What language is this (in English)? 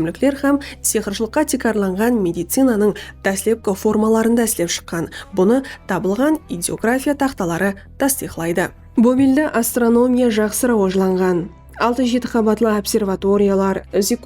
Kara-Kalpak